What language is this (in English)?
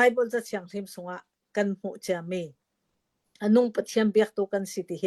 Hakha Chin